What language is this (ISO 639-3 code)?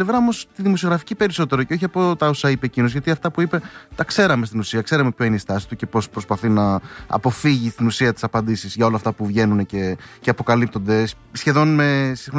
ell